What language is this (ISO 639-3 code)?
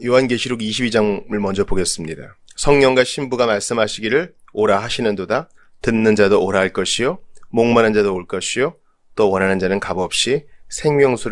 kor